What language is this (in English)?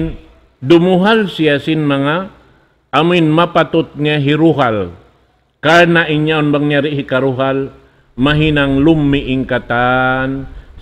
Tausug